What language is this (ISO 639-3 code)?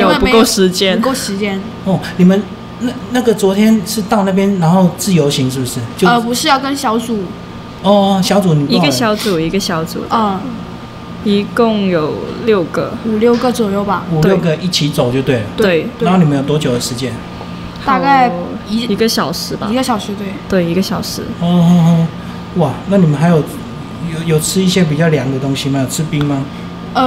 zho